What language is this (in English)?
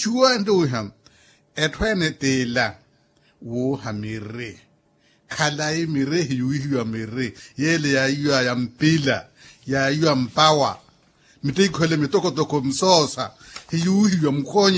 Makhuwa